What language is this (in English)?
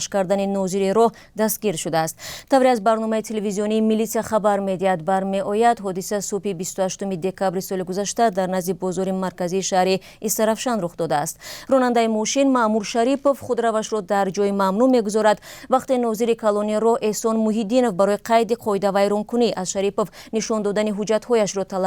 Tajik